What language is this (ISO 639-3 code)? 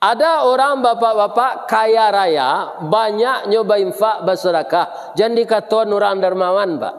min